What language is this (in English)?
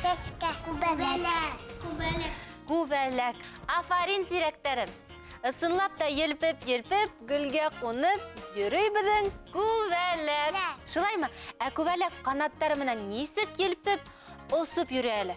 Bashkir